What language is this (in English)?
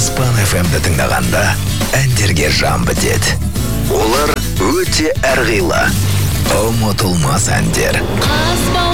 Kazakh